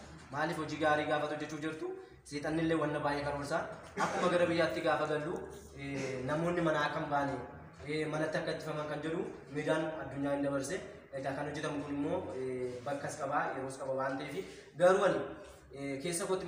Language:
Oromo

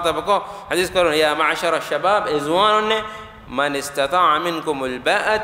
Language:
Divehi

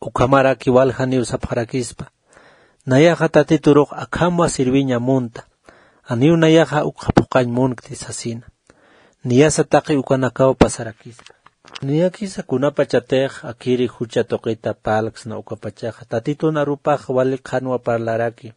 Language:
Aymara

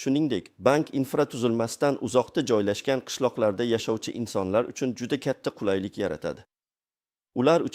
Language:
Uzbek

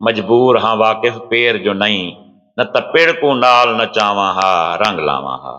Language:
Saraiki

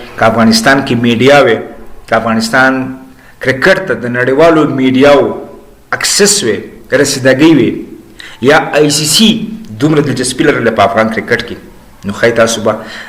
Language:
Pashto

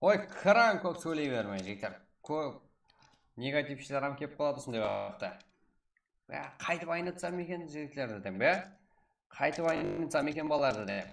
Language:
Kara-Kalpak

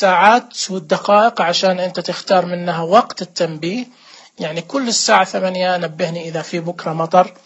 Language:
Najdi Arabic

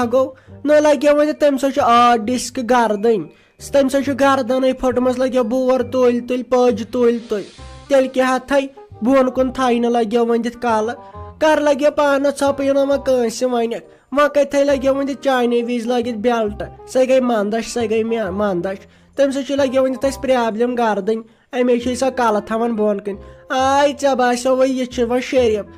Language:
Kashmiri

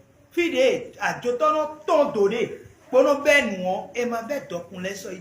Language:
Fon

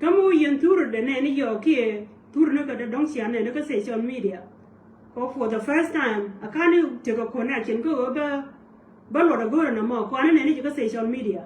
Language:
Nuer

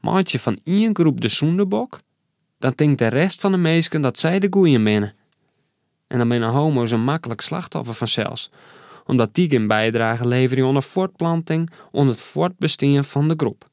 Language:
Western Frisian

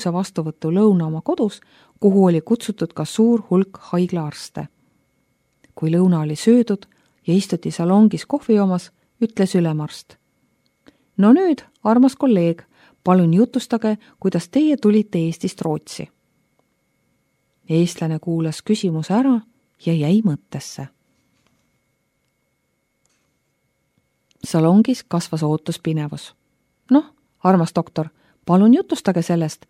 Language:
Estonian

